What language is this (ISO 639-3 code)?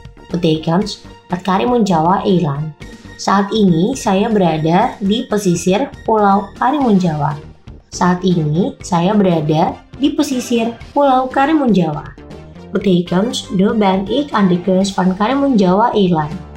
ind